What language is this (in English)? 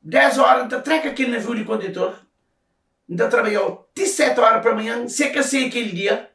Kabuverdianu